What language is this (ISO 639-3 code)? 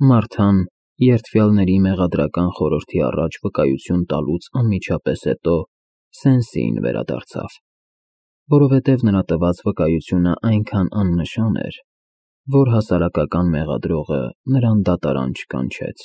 hye